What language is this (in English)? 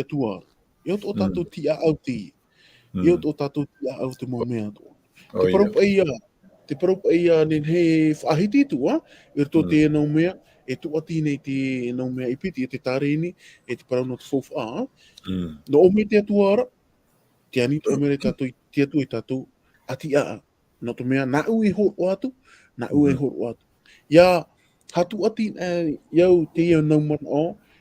Tahitian